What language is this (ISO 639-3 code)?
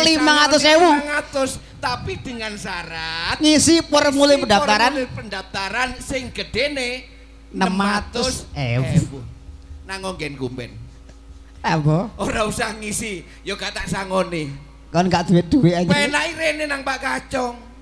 jav